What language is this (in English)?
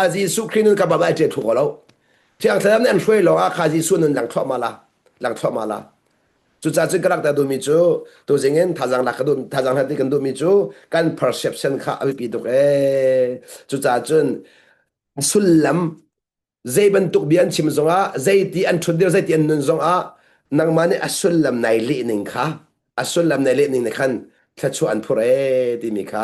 Hakha Chin